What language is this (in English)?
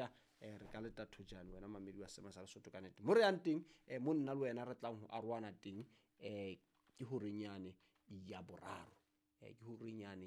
Southern Sotho